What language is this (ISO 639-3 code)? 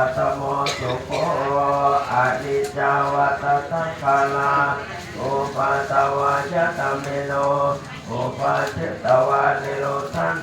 pli